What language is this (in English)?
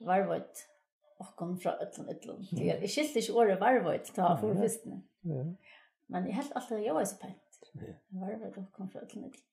Faroese